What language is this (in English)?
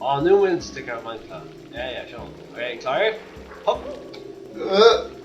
Faroese